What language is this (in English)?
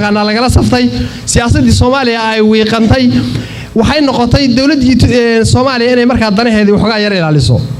Somali